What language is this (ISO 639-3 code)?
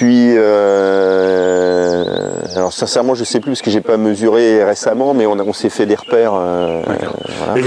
fra